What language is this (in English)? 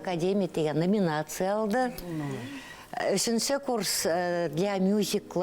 Bashkir